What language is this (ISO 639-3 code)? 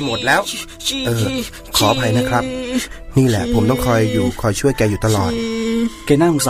tha